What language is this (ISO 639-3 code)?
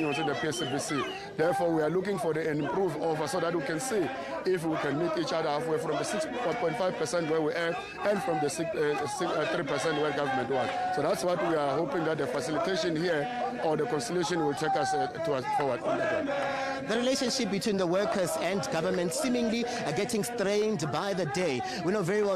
eng